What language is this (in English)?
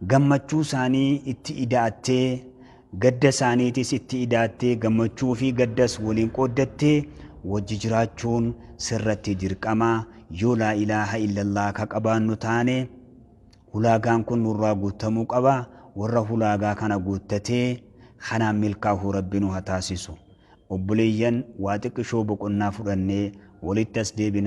Oromo